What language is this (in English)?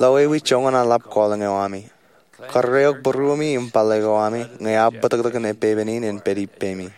Marshallese